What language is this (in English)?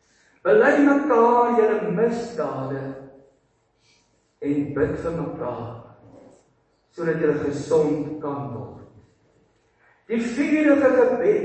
Afrikaans